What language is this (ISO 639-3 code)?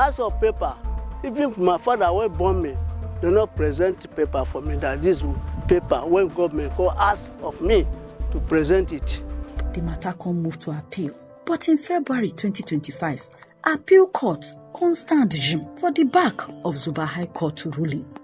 pcm